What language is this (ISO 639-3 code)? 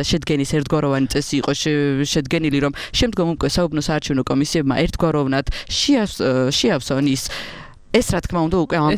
kat